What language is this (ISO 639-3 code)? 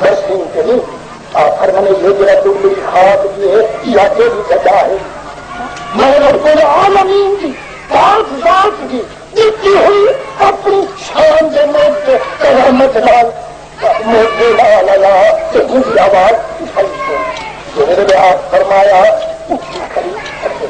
skr